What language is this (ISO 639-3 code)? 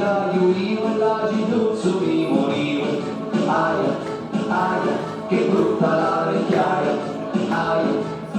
scn